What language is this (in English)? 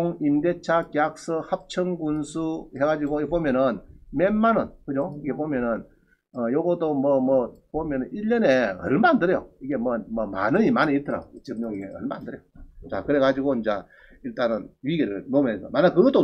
Korean